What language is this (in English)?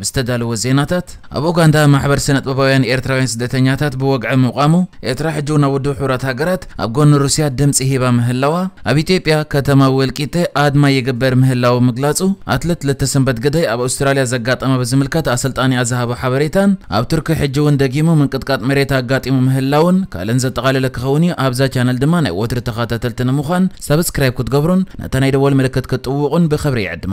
Tigrinya